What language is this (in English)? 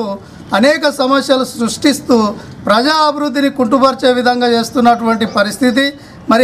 Telugu